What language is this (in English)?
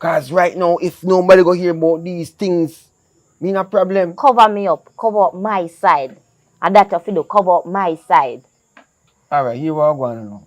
Jamaican Creole English